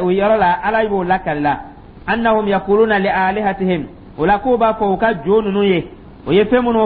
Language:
Dyula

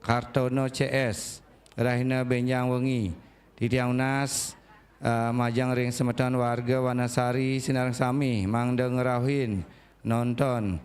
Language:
Balinese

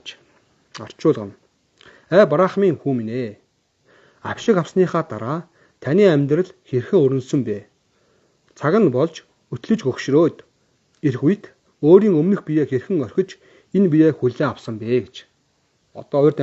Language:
Mongolian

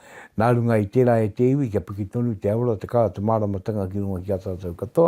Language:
Māori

